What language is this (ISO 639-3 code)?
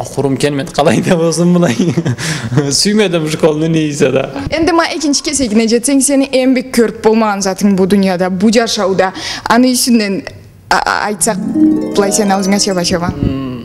krc